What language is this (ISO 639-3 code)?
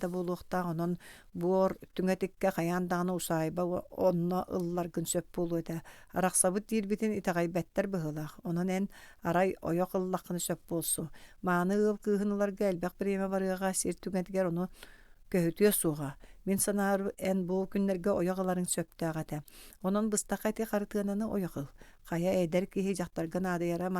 sah